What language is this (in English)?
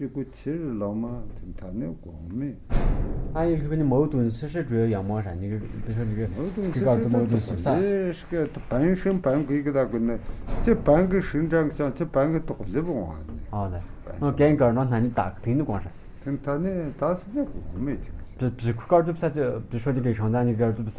Tu